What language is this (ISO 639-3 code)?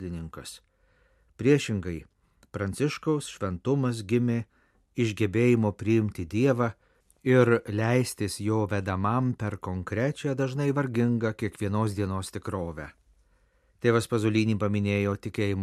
lit